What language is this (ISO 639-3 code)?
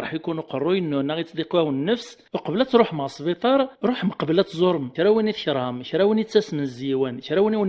kab